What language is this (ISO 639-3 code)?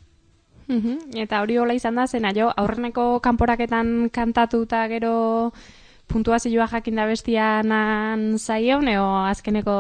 eus